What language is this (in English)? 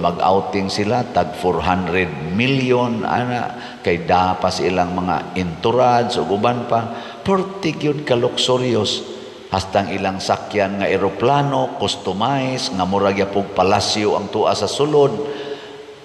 Cebuano